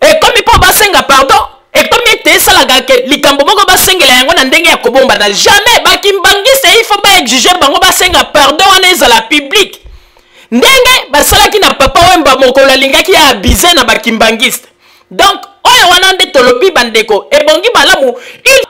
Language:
Lingala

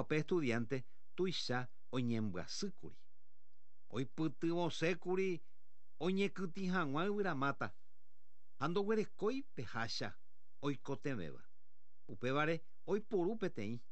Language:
Guarani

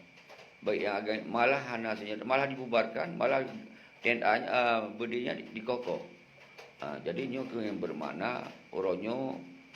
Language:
Achinese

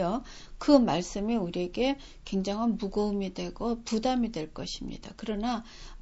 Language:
Korean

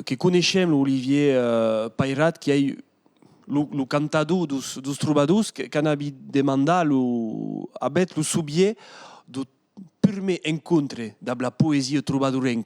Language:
Occitan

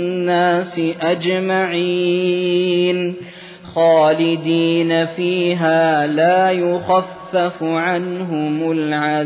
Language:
Arabic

